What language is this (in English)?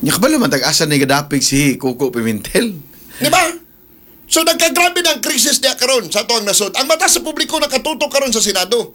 Cebuano